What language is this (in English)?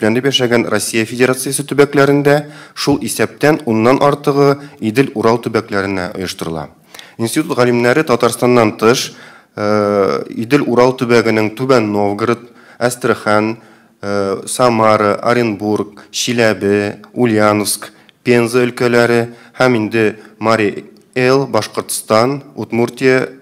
Tatar